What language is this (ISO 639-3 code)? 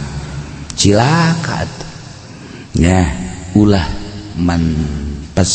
sun